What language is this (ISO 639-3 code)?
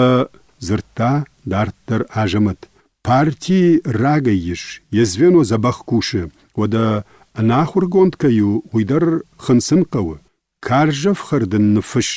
oss